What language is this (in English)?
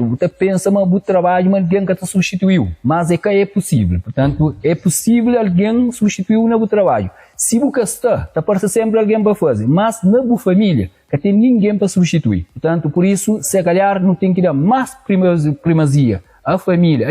Kabuverdianu